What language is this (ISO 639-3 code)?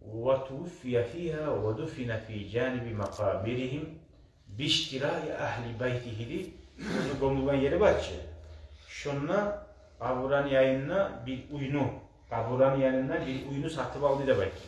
kum